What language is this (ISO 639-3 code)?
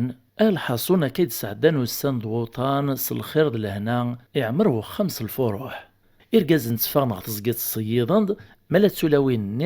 kab